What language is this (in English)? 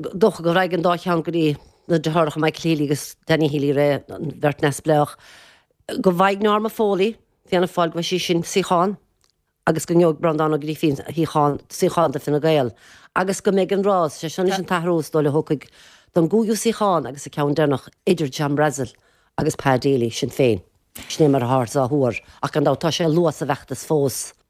Irish